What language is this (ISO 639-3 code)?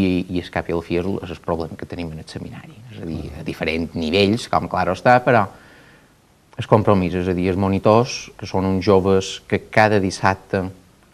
cat